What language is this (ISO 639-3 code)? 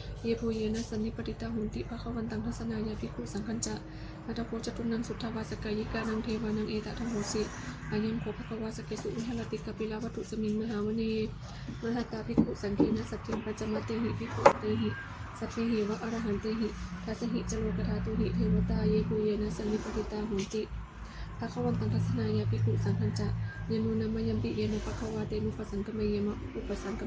pli